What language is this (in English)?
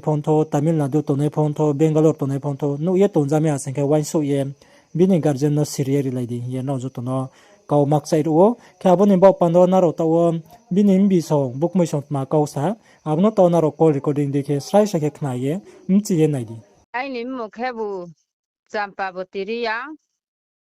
Riang (India)